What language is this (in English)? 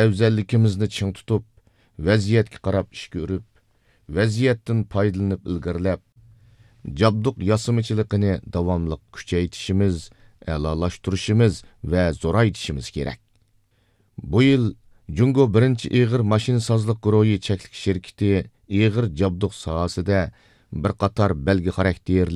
Uyghur